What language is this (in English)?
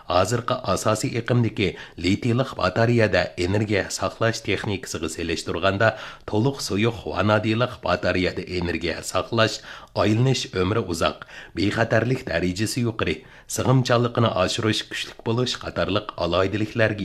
Uyghur